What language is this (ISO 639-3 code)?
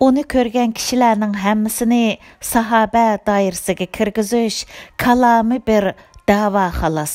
uig